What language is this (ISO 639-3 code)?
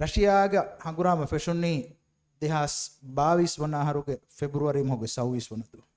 div